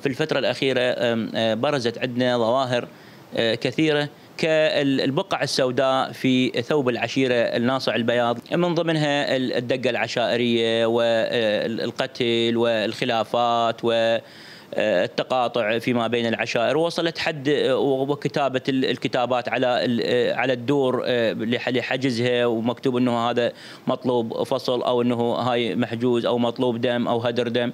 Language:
Mesopotamian Arabic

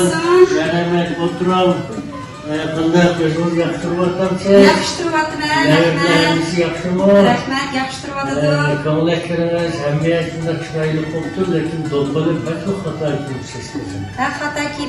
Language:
Uyghur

